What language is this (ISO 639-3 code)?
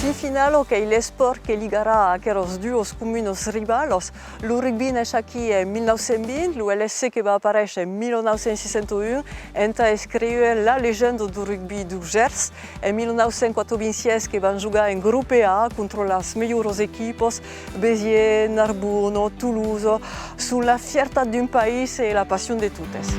oci